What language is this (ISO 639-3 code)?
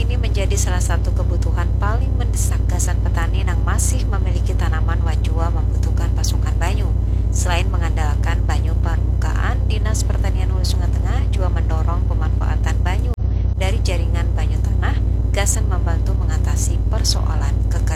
bjn